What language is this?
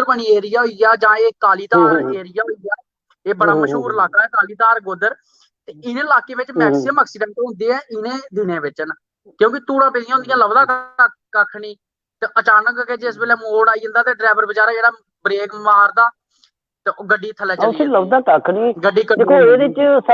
Dogri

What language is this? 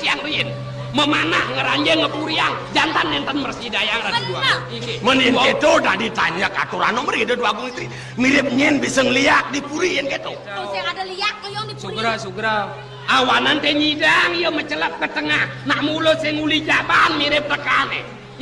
Balinese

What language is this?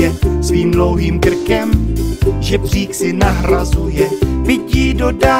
Czech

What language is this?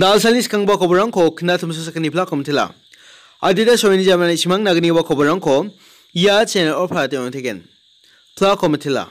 Garo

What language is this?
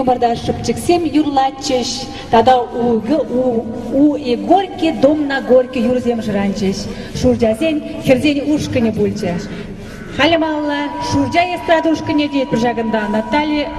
Chuvash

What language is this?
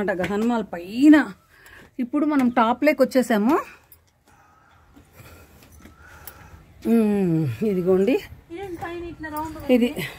Telugu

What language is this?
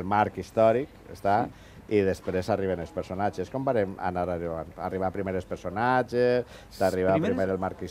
Catalan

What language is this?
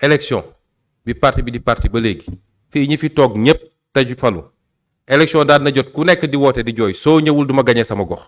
Wolof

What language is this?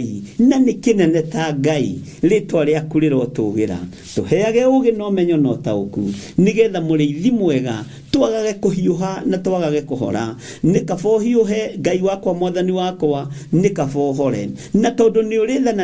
Kikuyu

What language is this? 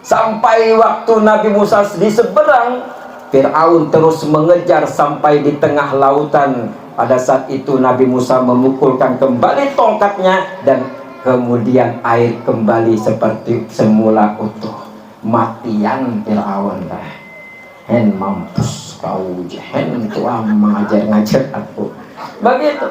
Banjar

